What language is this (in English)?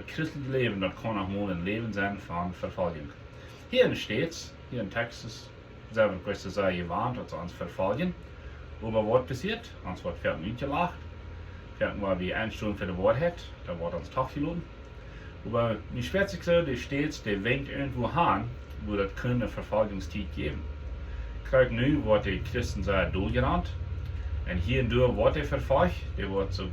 Plautdietsch